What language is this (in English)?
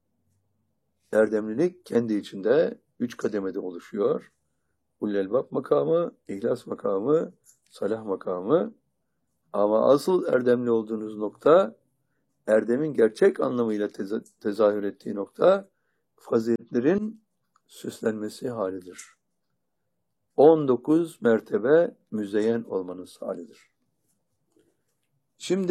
Turkish